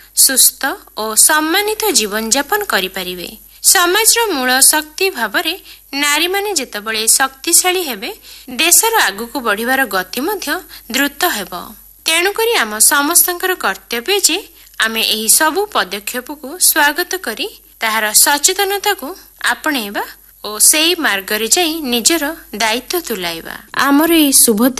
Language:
Odia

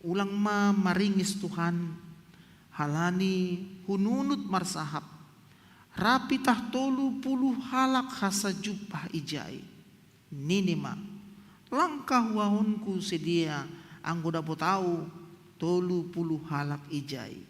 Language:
Batak Simalungun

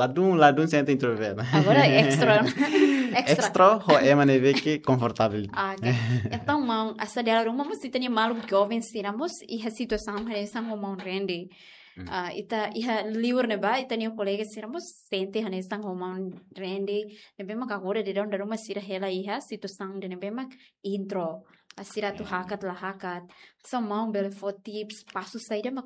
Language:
Tetum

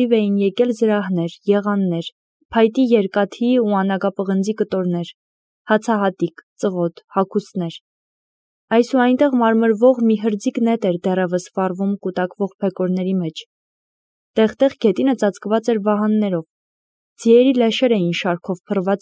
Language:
Armenian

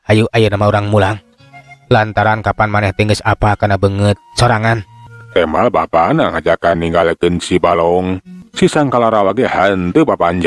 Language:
Sundanese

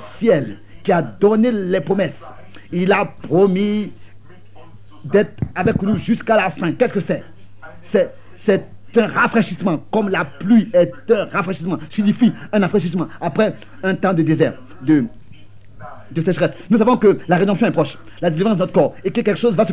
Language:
French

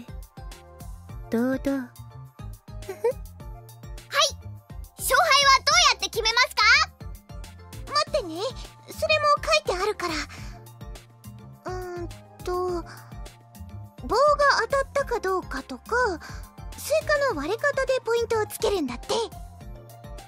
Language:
Japanese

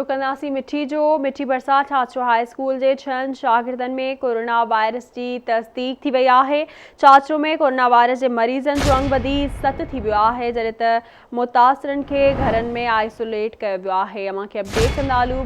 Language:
Sindhi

